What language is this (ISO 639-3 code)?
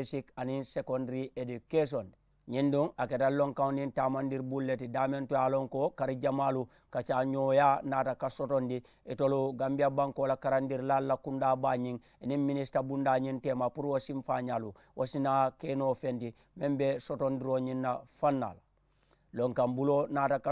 man